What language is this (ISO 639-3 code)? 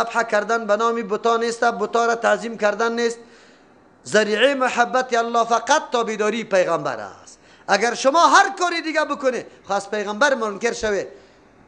fas